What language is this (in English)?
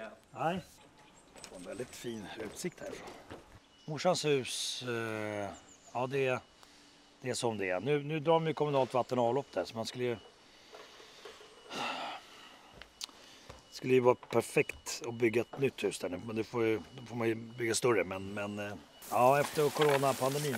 Swedish